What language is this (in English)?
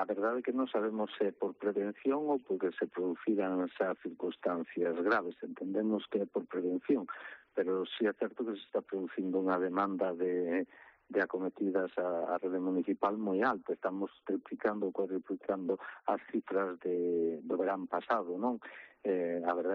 Galician